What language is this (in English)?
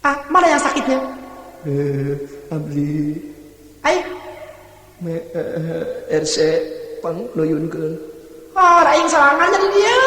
Sundanese